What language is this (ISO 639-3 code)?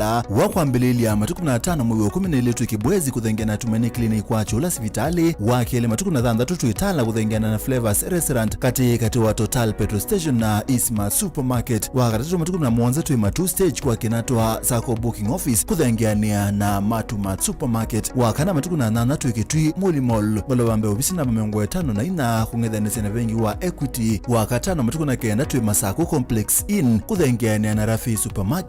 kam